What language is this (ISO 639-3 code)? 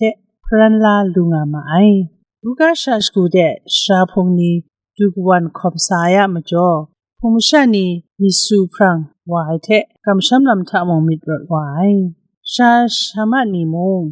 kac